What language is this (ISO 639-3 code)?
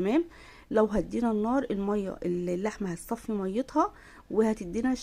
arz